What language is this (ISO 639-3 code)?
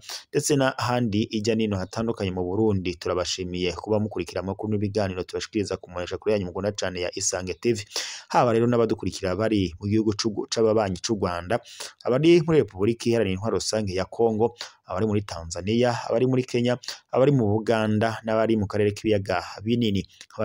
run